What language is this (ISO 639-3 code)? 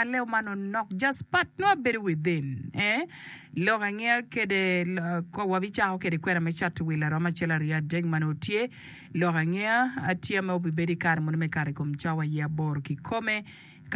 ach